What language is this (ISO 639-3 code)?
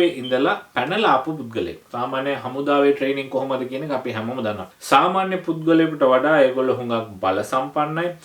sin